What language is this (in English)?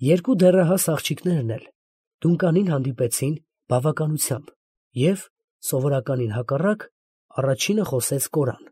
Armenian